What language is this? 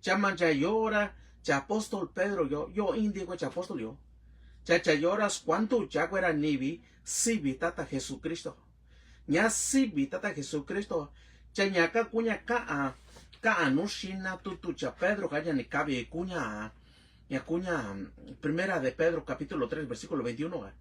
Mixtepec Mixtec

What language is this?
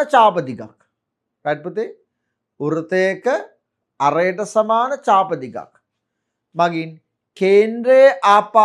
Sinhala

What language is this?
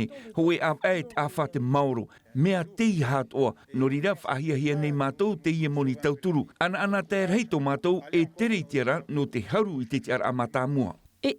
Tahitian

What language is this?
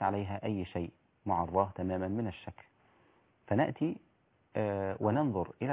Arabic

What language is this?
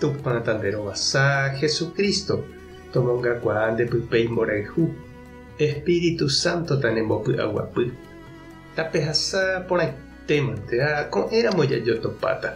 Guarani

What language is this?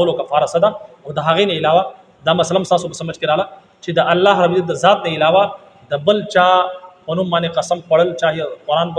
Pashto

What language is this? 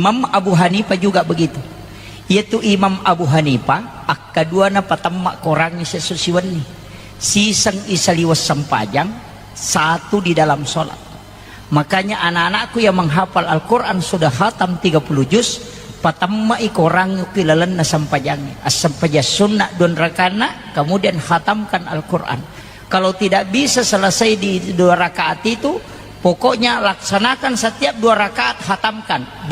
Buginese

